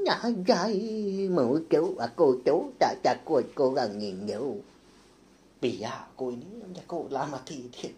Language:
Iban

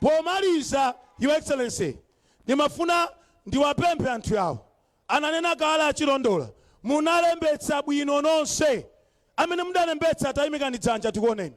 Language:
Nyanja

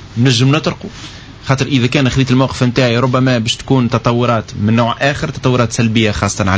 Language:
Tunisian Arabic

